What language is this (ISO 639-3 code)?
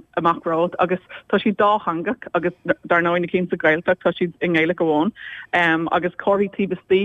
gle